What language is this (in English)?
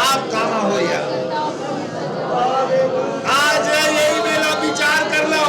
Chhattisgarhi